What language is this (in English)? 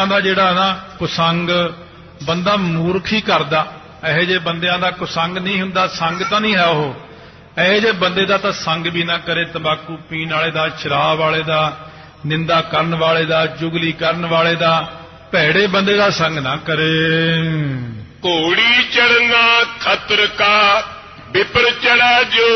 Punjabi